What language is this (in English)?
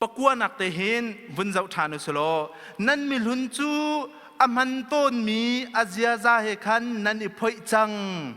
Hakha Chin